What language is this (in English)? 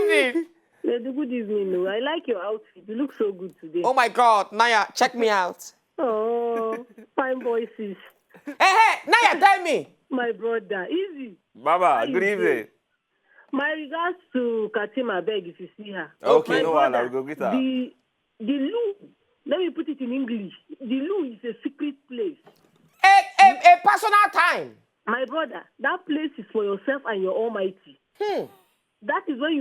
Nigerian Pidgin